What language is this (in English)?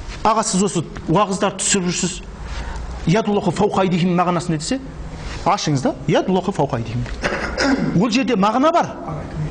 Kazakh